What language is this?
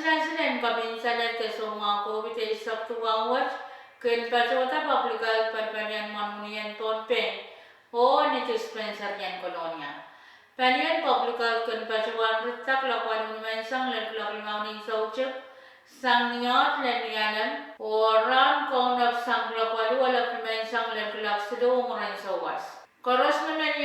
Pohnpeian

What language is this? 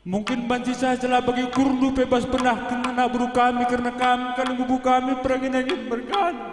Batak Karo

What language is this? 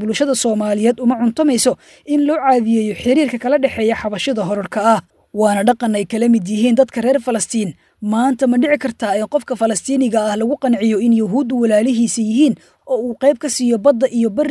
Somali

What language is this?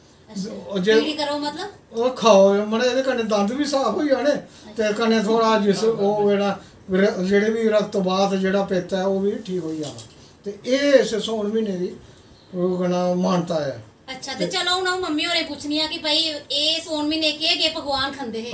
Dogri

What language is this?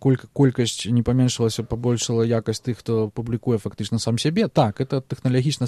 Belarusian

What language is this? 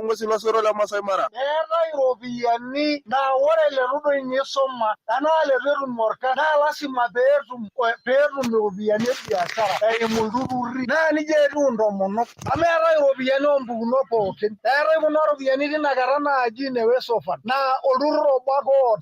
Masai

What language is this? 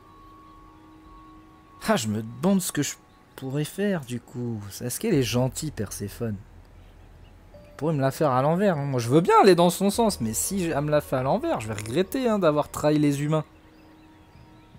French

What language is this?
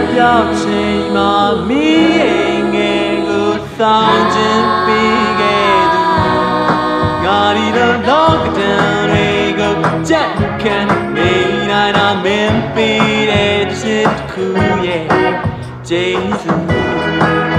Burmese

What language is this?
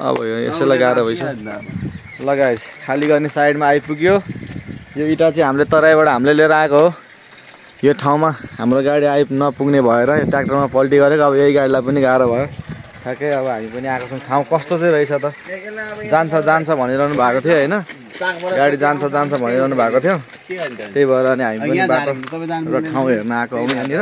Nepali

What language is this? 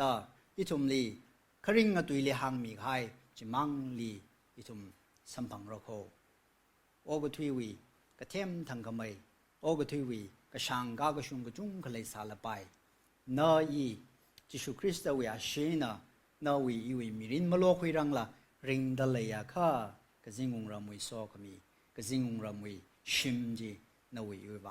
Tangkhul Naga (India)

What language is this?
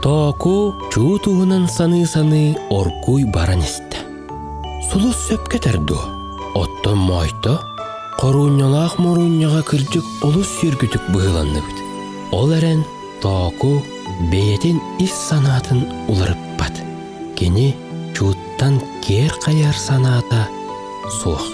Yakut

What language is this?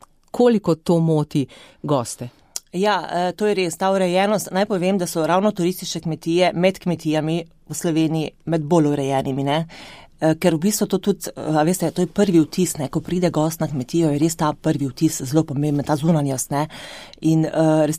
Slovenian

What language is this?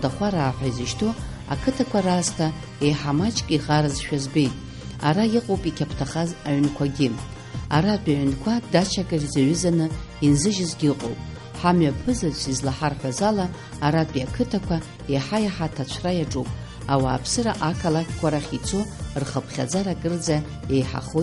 Abkhazian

